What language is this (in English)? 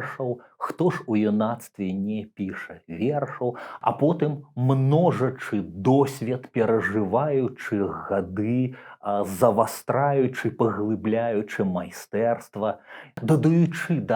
Belarusian